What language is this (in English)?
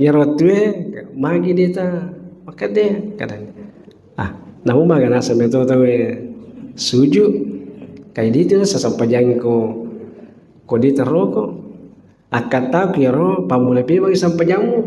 Buginese